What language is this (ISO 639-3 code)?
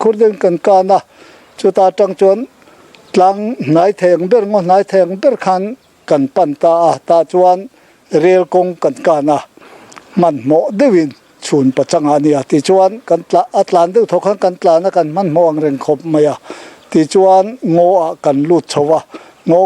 lus